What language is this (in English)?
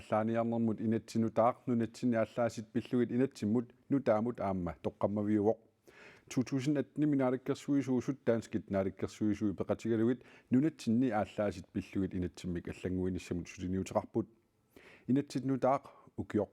Kalaallisut